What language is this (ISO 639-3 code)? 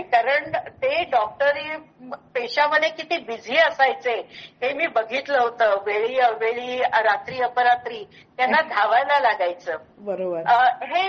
mar